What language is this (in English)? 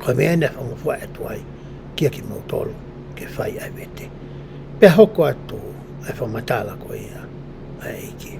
Tongan